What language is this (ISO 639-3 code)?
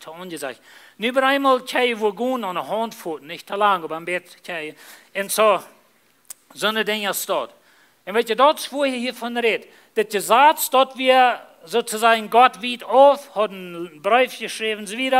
pdt